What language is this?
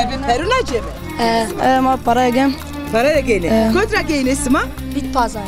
Zaza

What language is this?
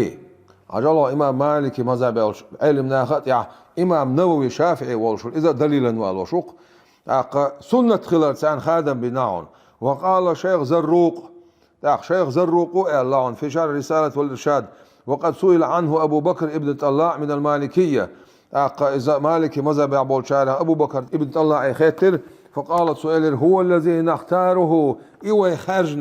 Chechen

